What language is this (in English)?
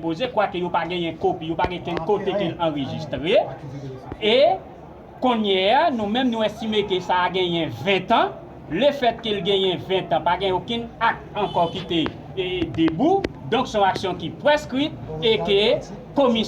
Haitian Creole